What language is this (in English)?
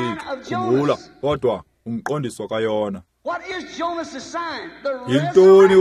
Xhosa